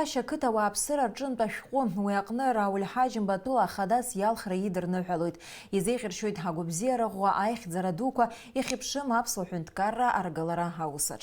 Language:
Abkhazian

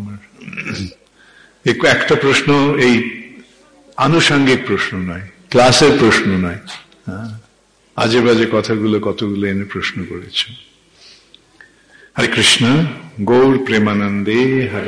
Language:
Bangla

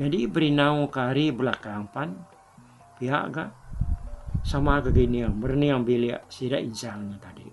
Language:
Iban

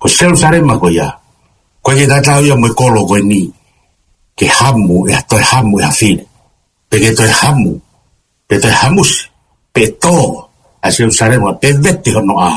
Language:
Tongan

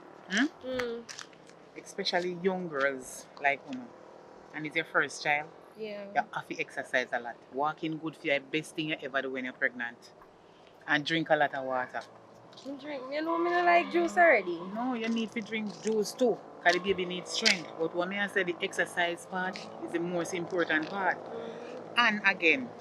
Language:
Jamaican Creole English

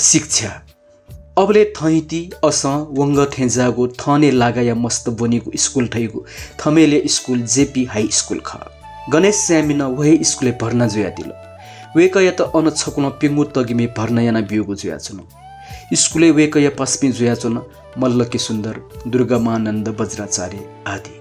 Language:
Newari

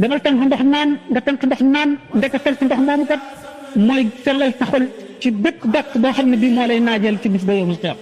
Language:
Wolof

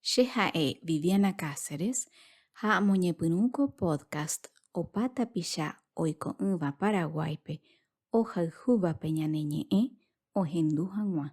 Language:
Guarani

